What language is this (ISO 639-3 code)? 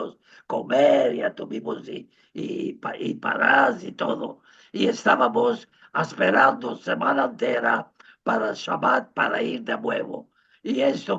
lad